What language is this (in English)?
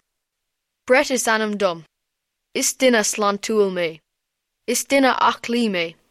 Irish